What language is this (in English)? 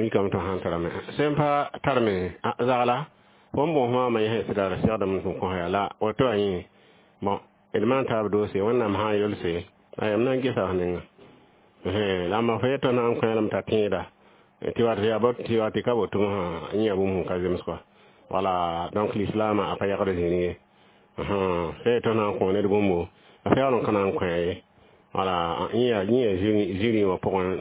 Mossi